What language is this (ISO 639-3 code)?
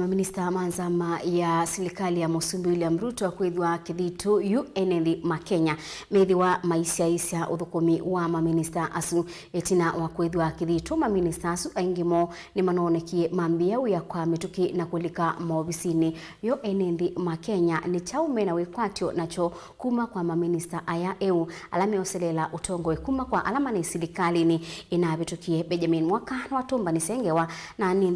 kam